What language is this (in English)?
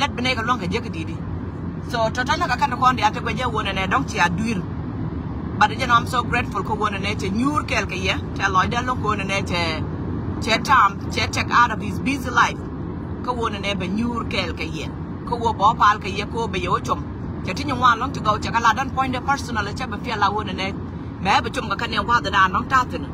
Nuer